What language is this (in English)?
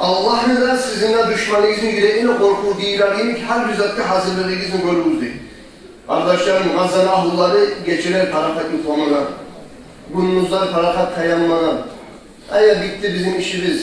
Kumyk